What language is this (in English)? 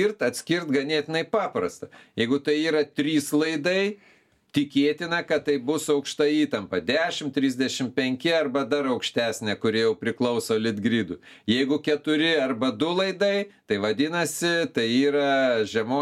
Lithuanian